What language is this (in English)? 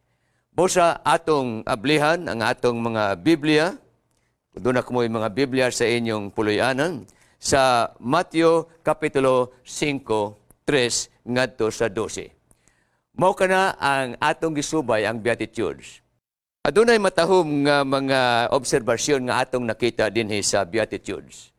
Cebuano